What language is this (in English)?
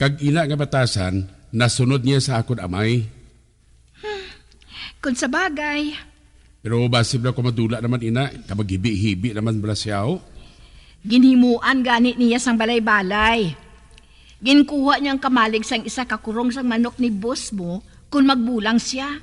Hiligaynon